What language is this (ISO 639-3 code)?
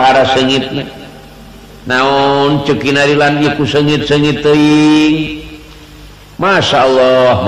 sun